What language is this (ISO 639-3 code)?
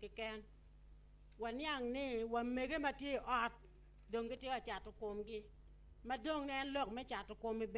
ach